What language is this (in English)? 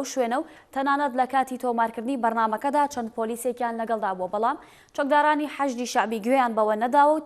Central Kurdish